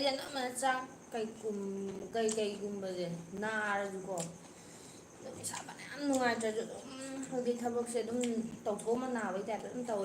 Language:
Manipuri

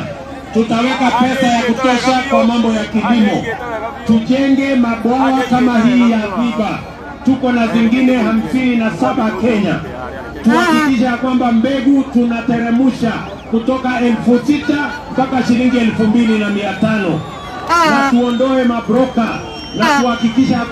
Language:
Swahili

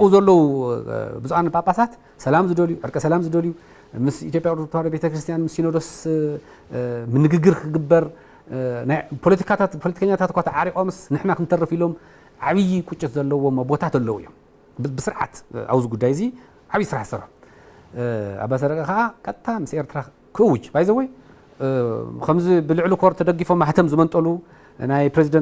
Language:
Tigrinya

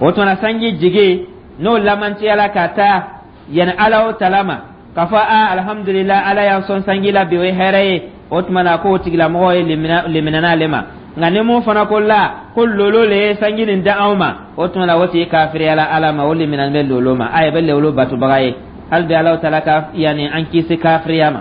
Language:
Dyula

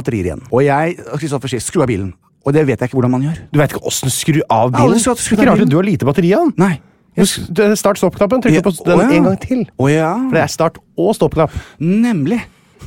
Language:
Norwegian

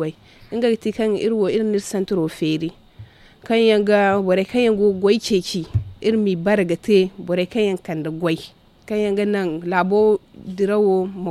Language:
Zarma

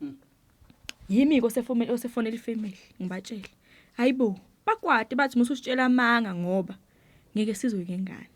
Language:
Zulu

